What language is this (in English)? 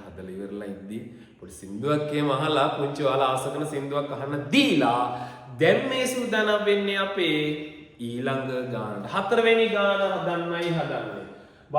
Sinhala